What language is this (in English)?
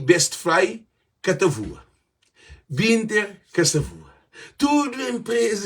Kabuverdianu